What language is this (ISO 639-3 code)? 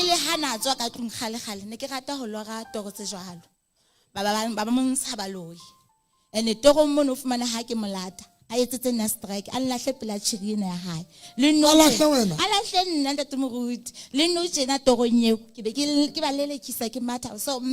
sot